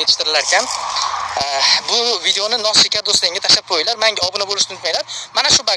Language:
Uzbek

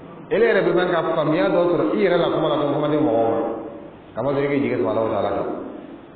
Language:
Dyula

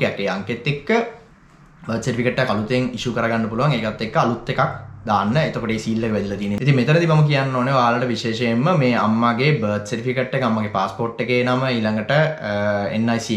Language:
Sinhala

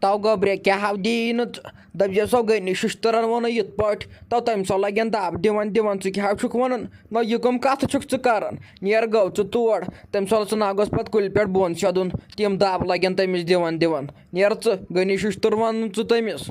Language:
Kashmiri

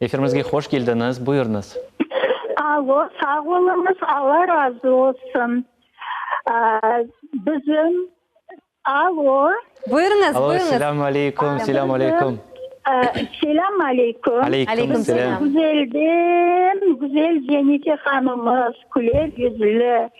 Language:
Crimean Tatar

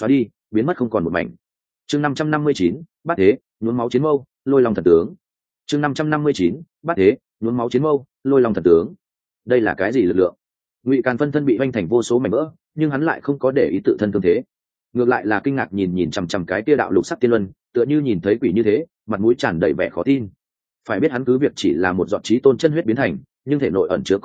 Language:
Vietnamese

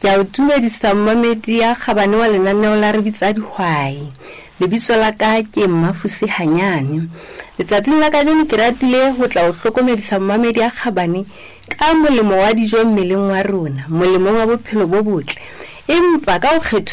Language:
Southern Sotho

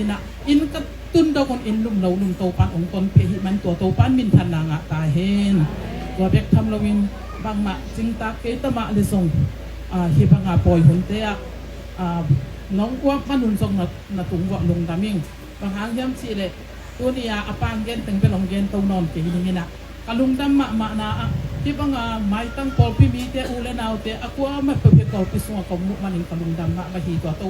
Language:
Tedim Chin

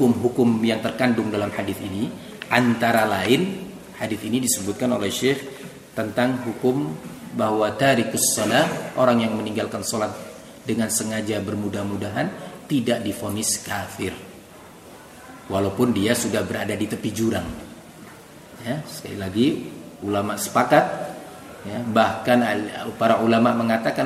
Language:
Indonesian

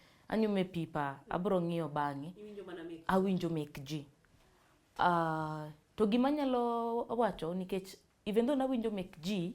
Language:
Luo (Kenya and Tanzania)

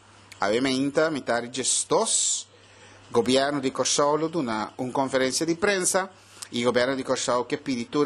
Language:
Papiamento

